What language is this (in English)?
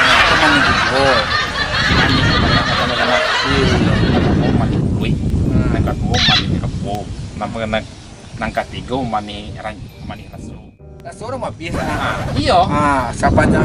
Minangkabau